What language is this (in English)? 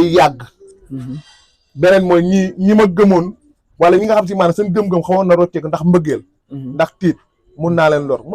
Wolof